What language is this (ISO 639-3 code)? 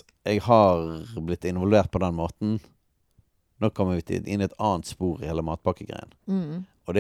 nor